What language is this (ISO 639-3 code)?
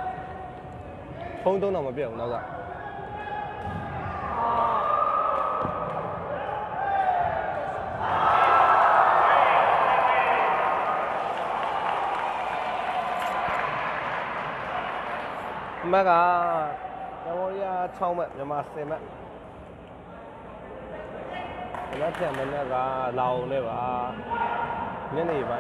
mya